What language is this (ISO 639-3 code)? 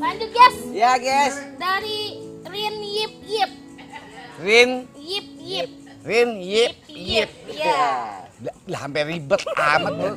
bew